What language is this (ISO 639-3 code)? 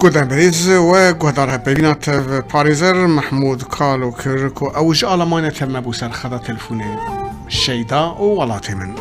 kur